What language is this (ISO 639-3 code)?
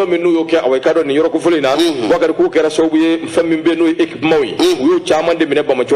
bam